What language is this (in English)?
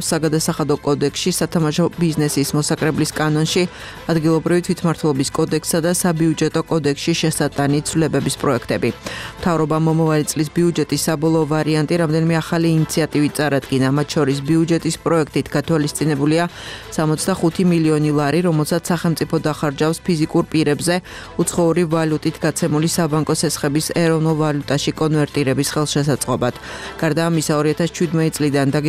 Georgian